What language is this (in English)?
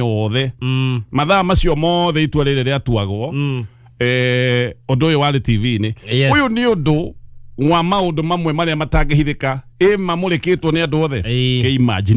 Kikuyu